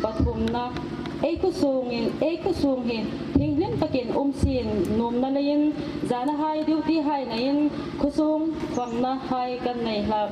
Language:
Hmar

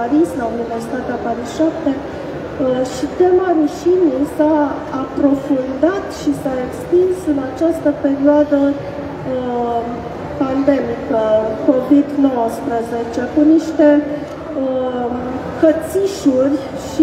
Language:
Romanian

